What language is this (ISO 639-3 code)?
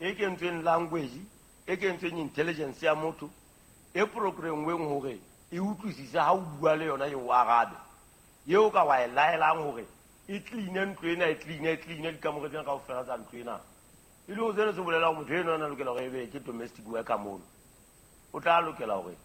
sot